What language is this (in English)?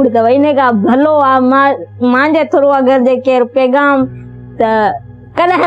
Sindhi